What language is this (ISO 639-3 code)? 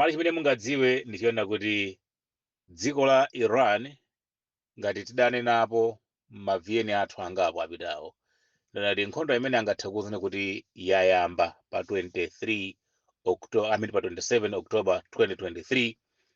nya